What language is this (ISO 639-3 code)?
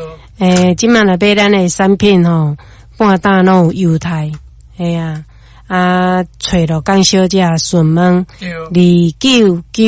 nan